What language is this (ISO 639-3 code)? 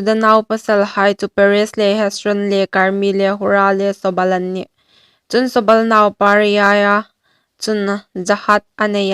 hmr